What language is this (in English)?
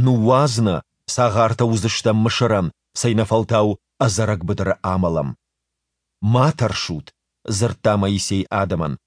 Ossetic